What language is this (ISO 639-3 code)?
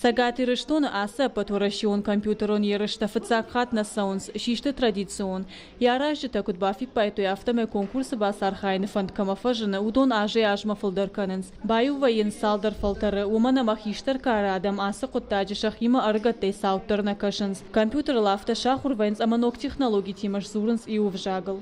oss